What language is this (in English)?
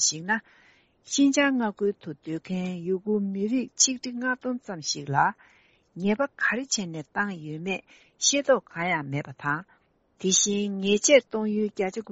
Tibetan